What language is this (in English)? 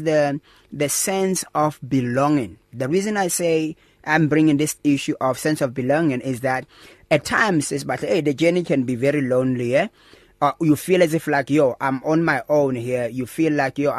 English